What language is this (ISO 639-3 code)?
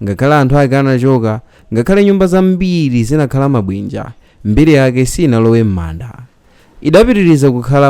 nya